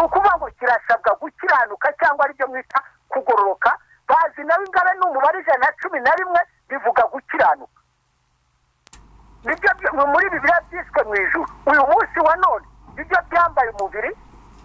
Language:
Kinyarwanda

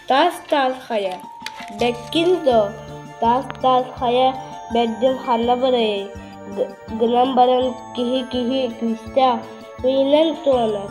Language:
Yakut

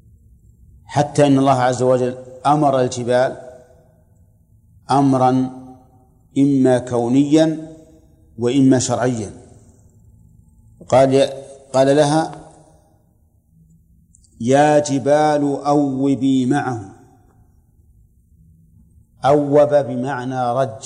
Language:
Arabic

